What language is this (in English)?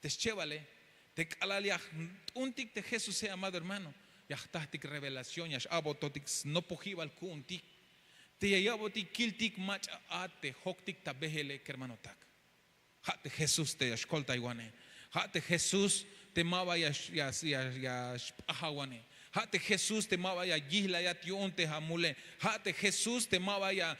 Tzeltal